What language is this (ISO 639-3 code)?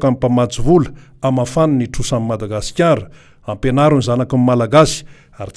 mlg